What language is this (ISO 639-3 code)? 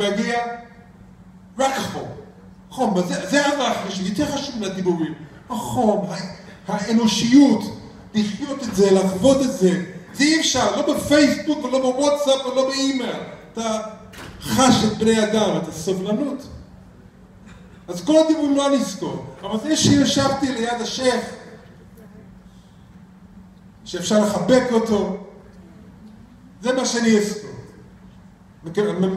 heb